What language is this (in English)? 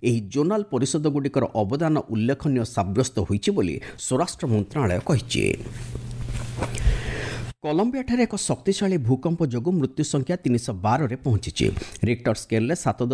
Odia